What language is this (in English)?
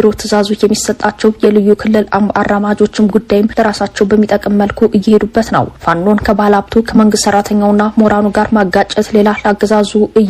Amharic